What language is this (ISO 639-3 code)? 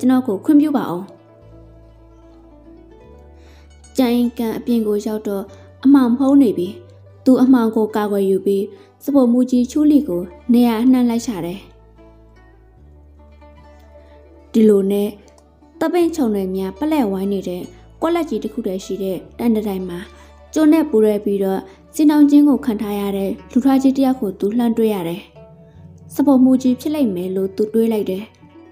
mya